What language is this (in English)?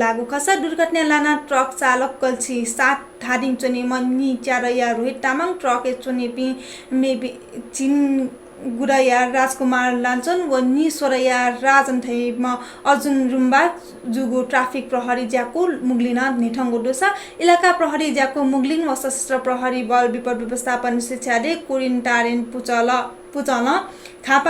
Newari